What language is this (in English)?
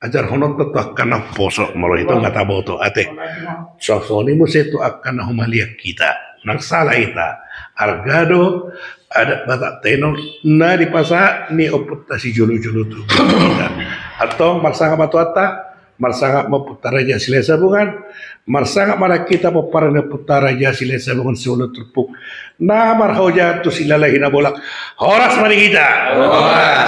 Batak Toba